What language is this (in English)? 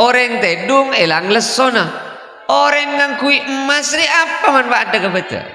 Madurese